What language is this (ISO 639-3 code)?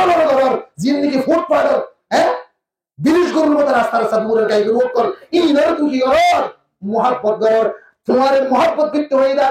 rhg